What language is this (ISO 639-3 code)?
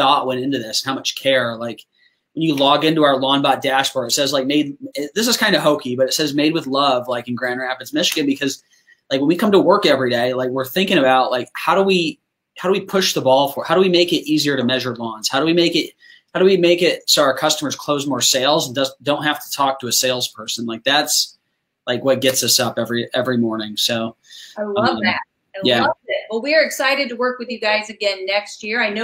eng